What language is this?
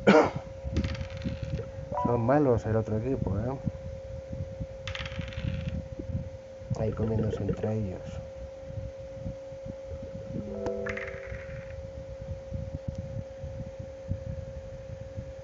Spanish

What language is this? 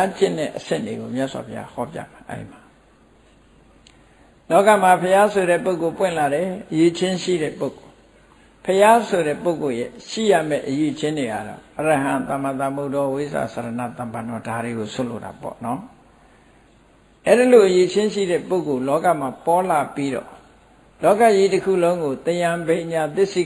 Burmese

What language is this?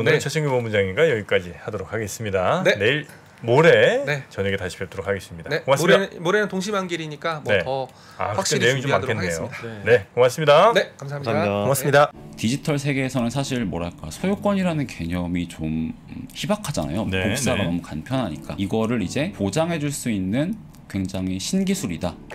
Korean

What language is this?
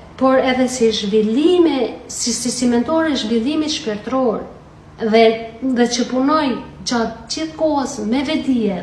Albanian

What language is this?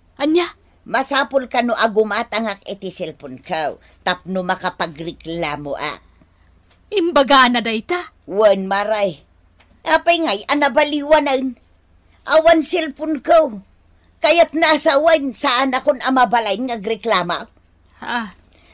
Iloko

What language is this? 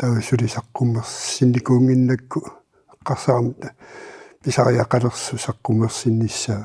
Kalaallisut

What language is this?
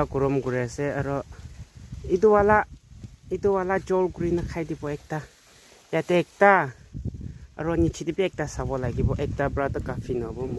Naga Pidgin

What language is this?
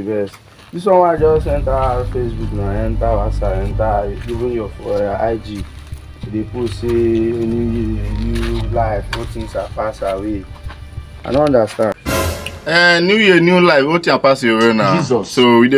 Nigerian Pidgin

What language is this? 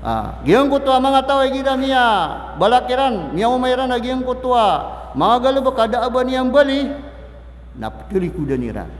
Maranao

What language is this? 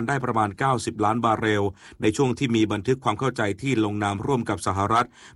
Thai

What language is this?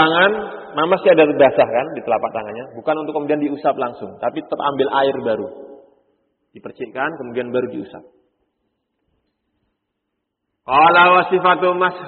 Indonesian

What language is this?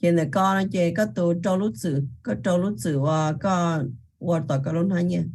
Hmong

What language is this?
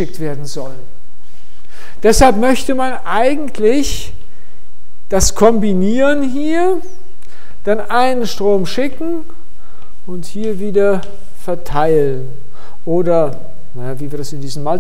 German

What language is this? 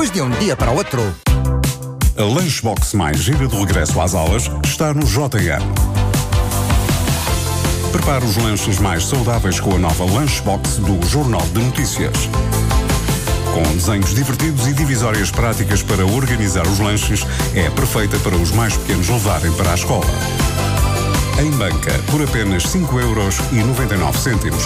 Portuguese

